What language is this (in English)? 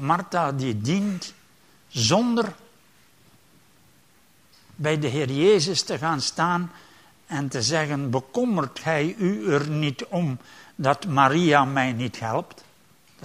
Dutch